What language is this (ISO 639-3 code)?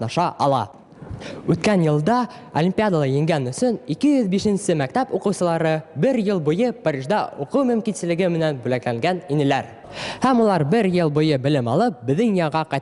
bak